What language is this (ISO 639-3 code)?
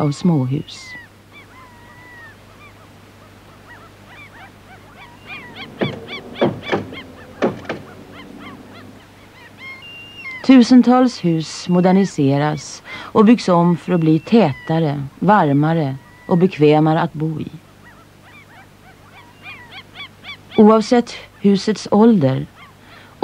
swe